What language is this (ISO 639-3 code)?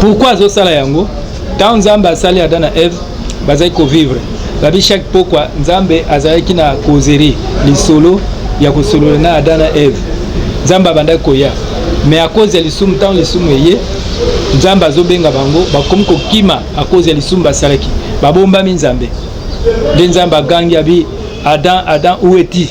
lin